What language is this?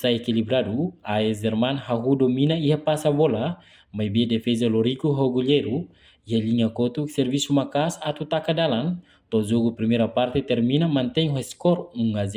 Tetum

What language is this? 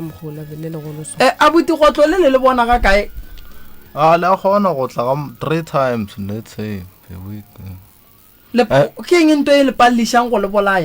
Northern Sotho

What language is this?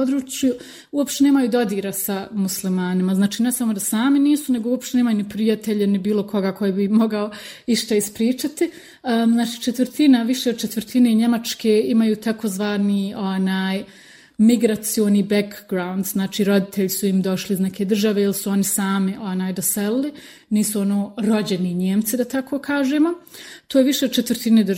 Bosnian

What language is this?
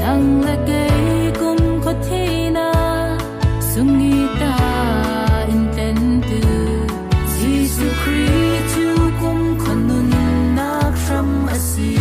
Falam Chin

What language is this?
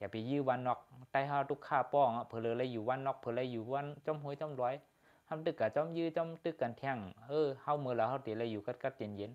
Shan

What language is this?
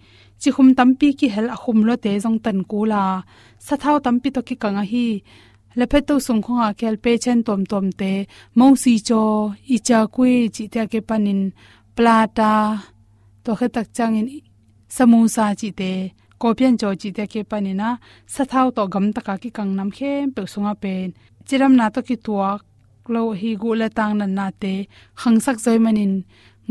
Tedim Chin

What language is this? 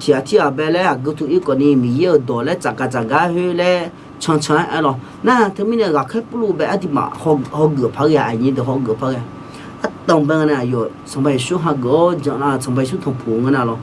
Akha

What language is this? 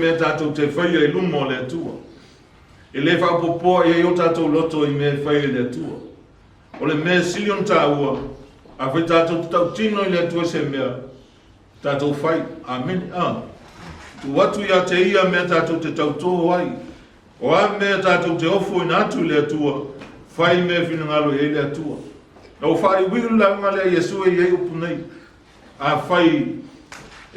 Samoan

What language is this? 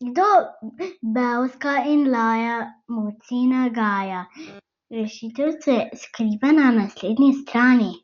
Slovenian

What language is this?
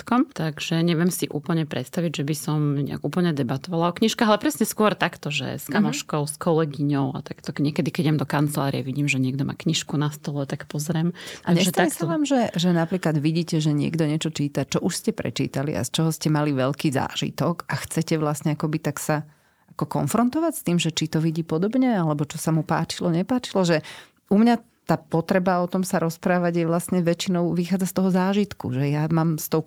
Slovak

